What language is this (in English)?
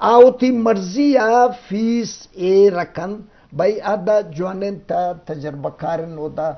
Eastern Balochi